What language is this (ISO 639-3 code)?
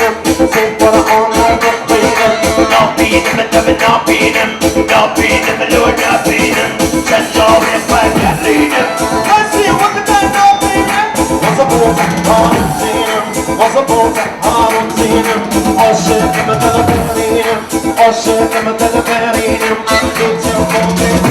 kur